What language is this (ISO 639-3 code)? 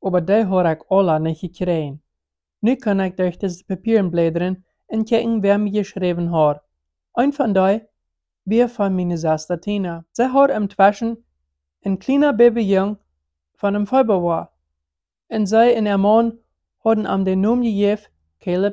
pdt